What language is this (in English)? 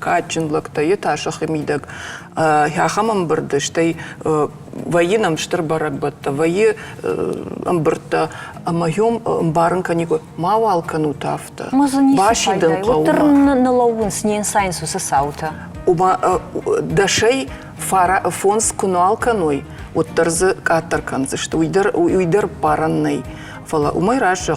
Ossetic